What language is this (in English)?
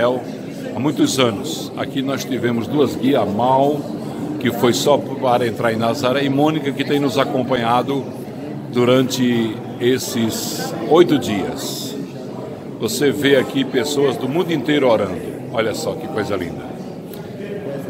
Portuguese